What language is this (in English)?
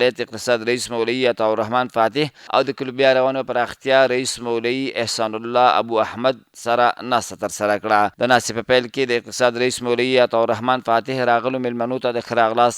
Pashto